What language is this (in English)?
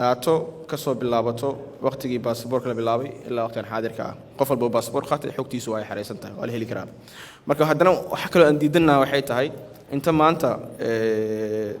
Somali